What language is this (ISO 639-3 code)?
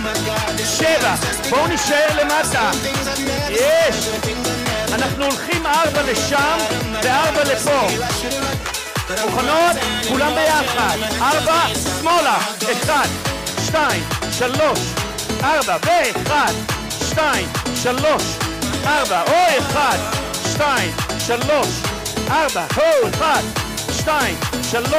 heb